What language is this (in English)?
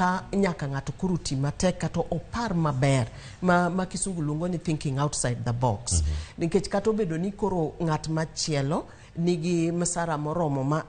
Luo (Kenya and Tanzania)